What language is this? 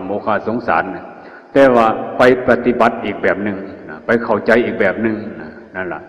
Northeastern Thai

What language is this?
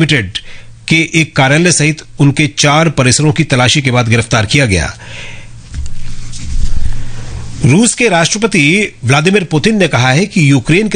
Hindi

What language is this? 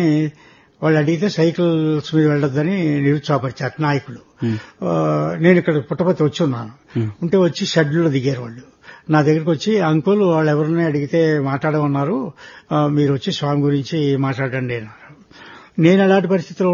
Telugu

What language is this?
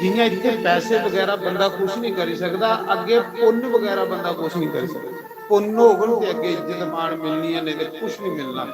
Dogri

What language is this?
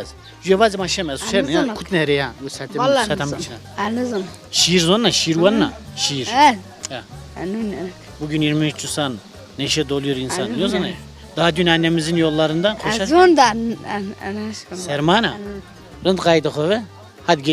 Zaza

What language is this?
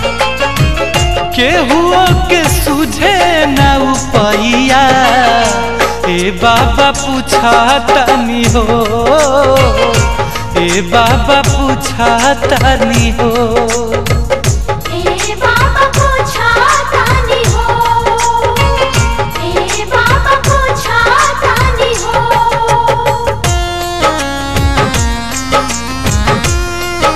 Bhojpuri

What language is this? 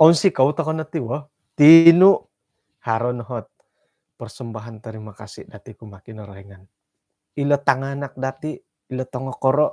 Central Dusun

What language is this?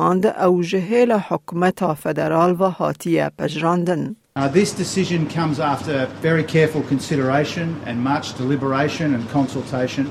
Kurdish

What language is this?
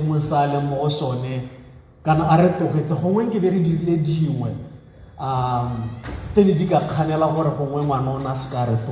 Tswana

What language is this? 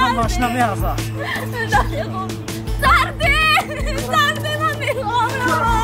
Tajik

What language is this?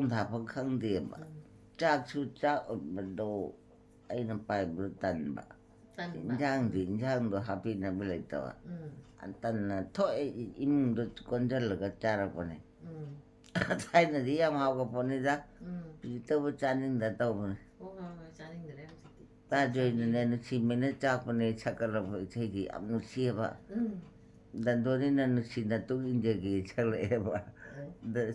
Manipuri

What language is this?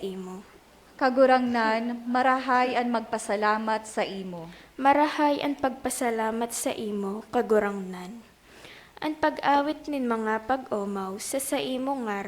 Bikol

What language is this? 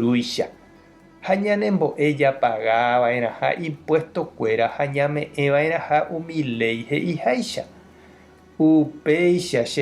Guarani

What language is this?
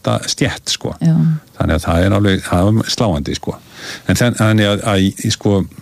Icelandic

